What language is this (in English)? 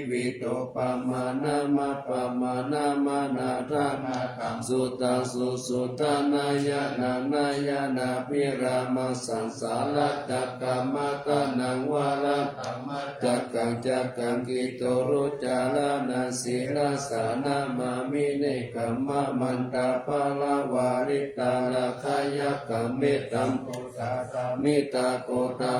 Pali